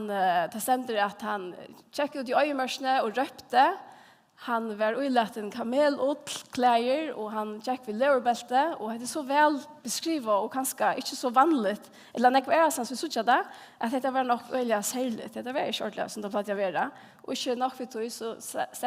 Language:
Faroese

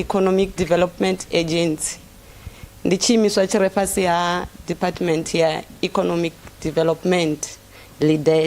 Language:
Venda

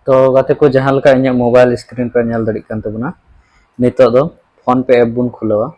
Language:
Santali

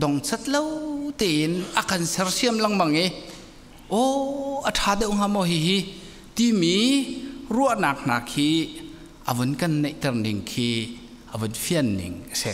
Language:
Hakha Chin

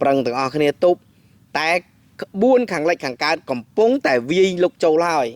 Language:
Khmer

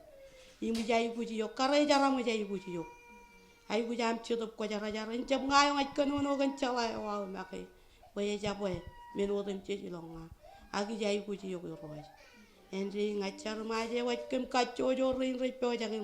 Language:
Marshallese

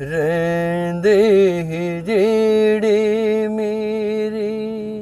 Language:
Dogri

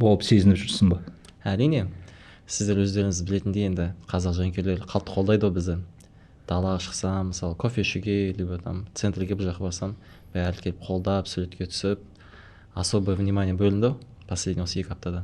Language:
Kazakh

